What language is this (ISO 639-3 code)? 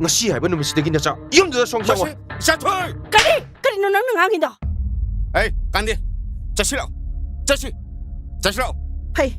mni